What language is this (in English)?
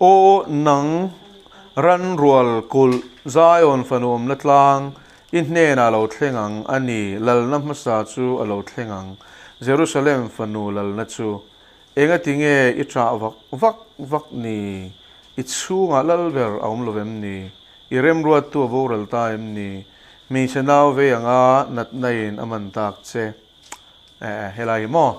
Mizo